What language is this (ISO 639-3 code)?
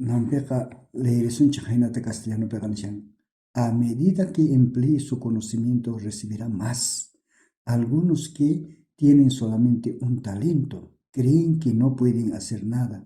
quh